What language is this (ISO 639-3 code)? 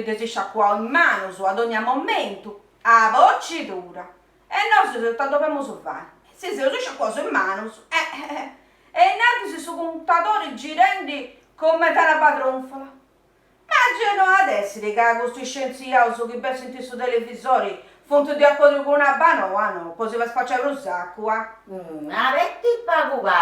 srd